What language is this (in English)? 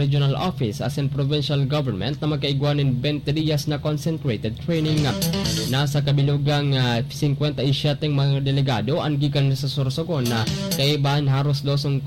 Bikol